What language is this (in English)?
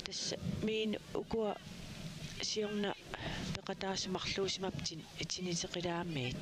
Kalaallisut